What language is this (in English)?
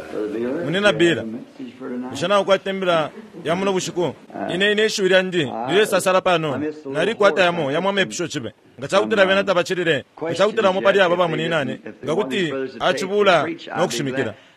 Bemba